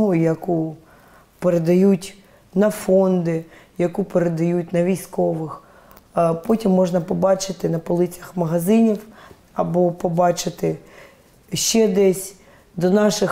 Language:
Ukrainian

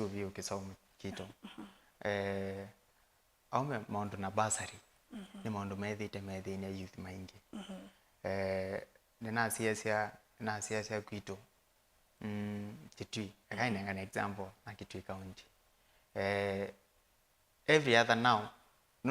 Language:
Kamba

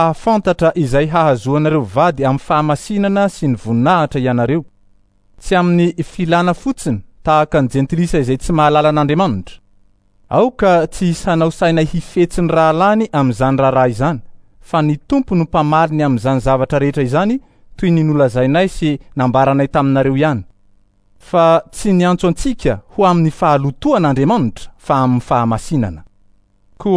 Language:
Malagasy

